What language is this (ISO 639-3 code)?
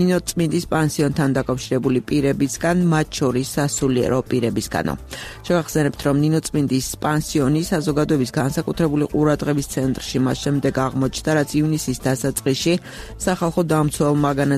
kat